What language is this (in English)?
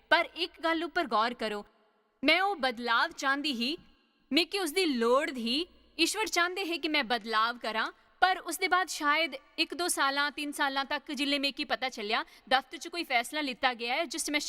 Dogri